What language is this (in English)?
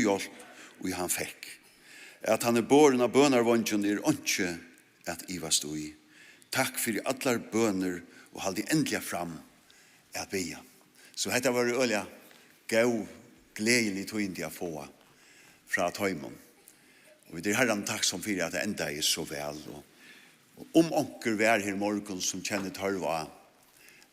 Faroese